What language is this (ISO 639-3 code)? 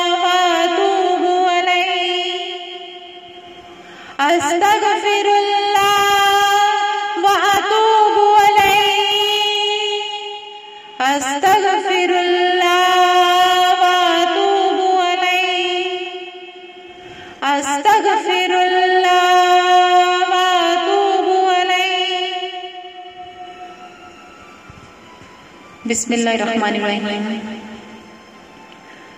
urd